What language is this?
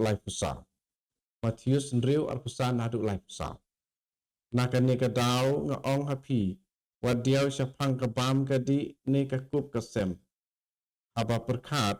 Khasi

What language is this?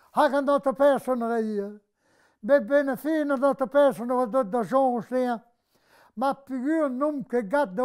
Breton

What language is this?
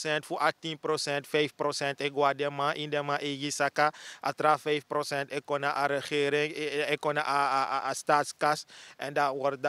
Sranan Tongo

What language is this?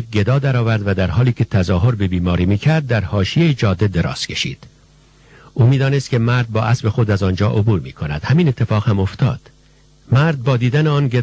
Persian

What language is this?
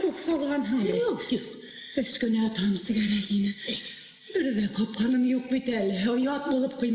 Bashkir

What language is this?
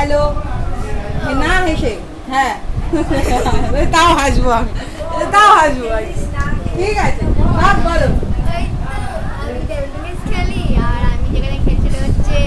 Bangla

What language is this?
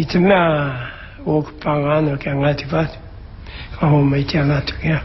Māori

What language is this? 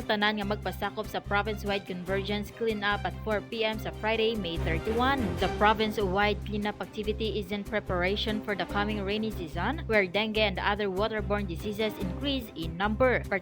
Hiligaynon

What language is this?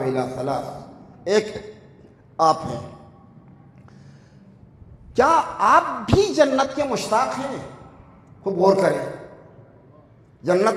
Urdu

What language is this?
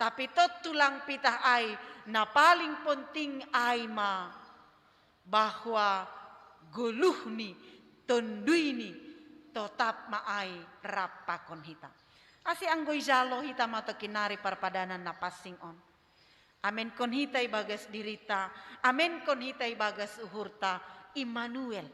Batak Simalungun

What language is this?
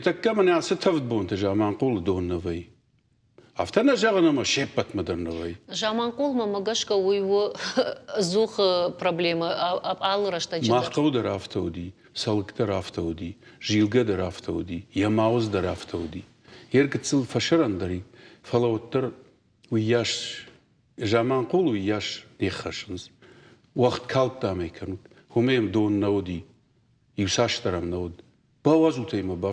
Ossetic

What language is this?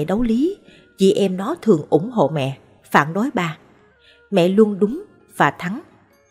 Vietnamese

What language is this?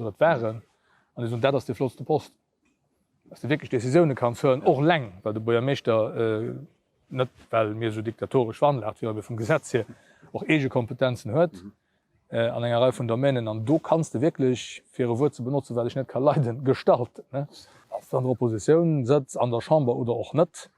Luxembourgish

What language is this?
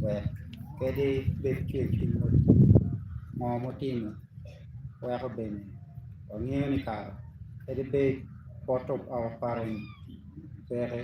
Acoli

